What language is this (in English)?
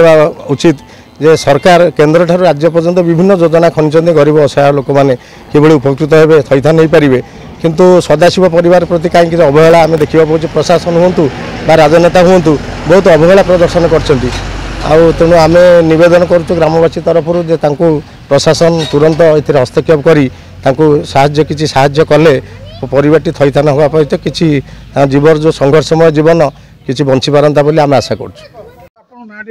Odia